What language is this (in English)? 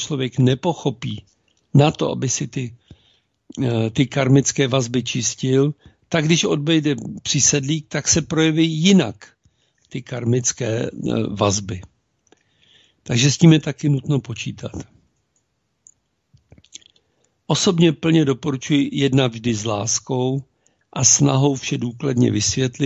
Czech